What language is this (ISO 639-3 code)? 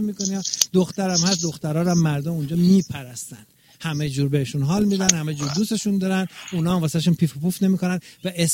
fas